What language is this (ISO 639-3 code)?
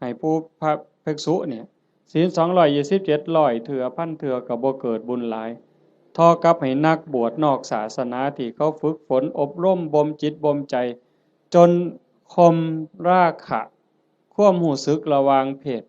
tts